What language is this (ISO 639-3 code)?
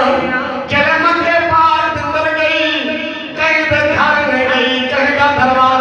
skr